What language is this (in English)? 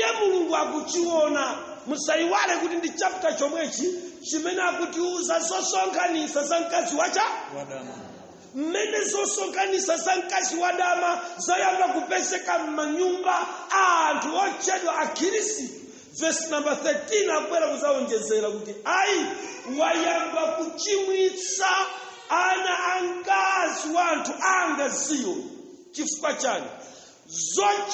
Nyanja